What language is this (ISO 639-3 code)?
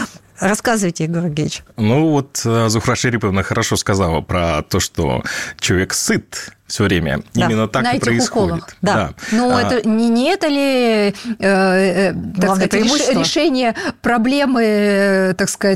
rus